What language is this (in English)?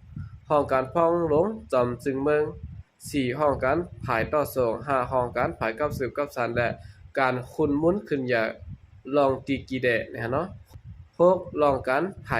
Shan